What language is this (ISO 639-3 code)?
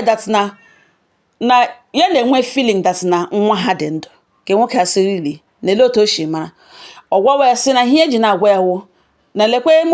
ibo